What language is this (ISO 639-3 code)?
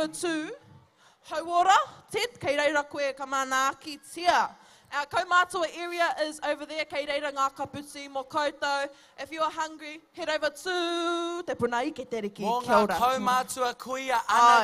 mri